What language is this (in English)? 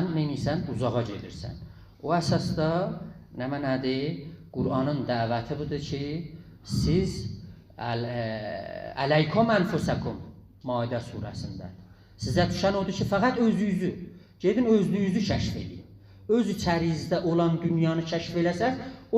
South Azerbaijani